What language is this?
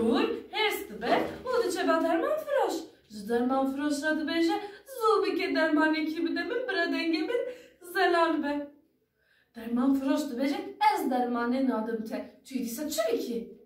Kurdish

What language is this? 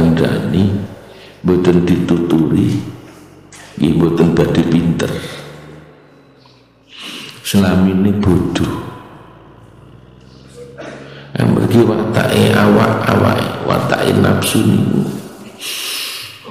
Javanese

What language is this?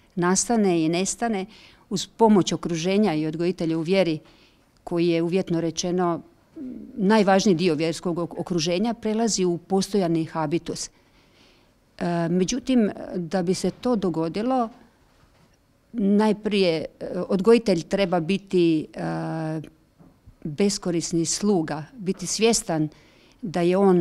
Croatian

